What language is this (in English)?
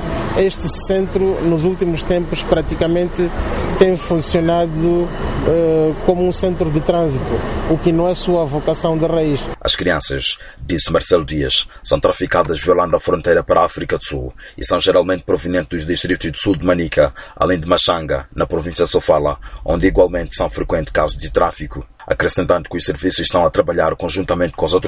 Portuguese